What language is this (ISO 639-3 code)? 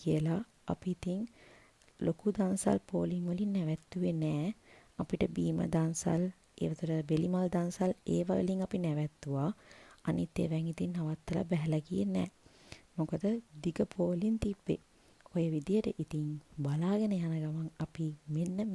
sin